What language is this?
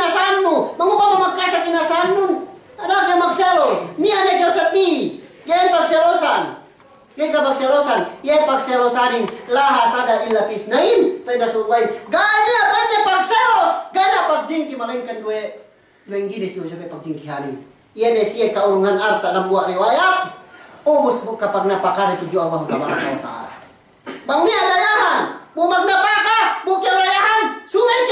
Yakan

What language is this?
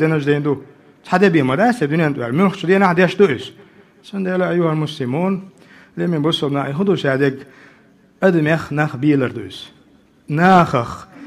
Chechen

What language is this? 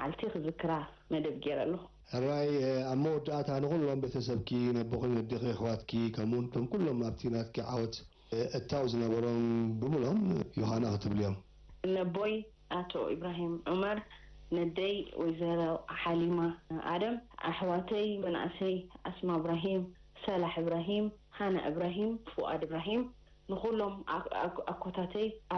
Tigrinya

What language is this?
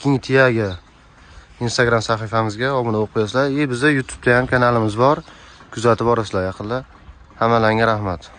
Uzbek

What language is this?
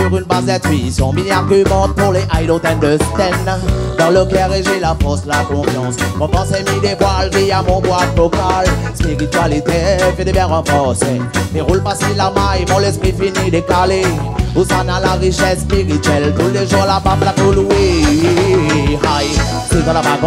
Réunion Creole French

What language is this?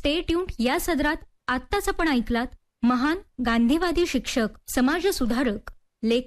Marathi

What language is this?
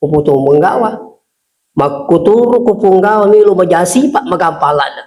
Buginese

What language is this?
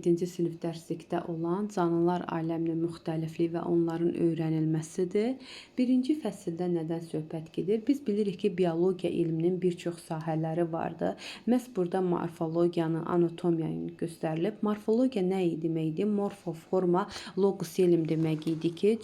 Azerbaijani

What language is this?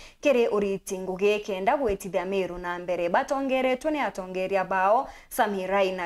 Meru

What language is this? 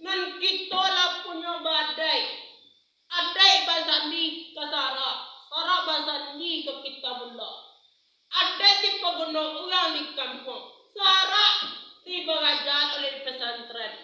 Minangkabau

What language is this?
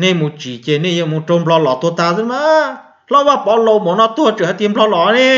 Hmong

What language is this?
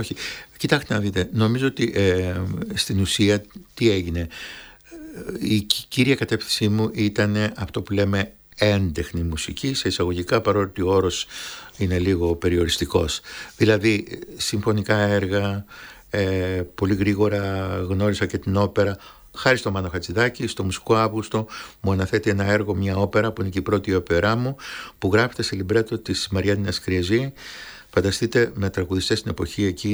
Greek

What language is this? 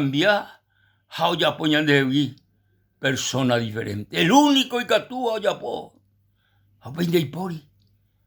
Guarani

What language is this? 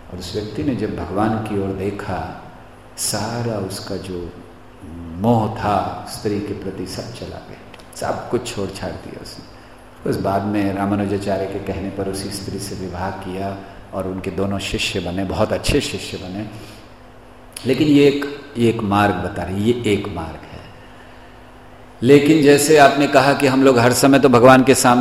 Hindi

